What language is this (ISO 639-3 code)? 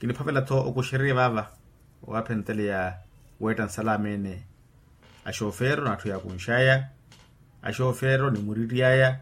vmw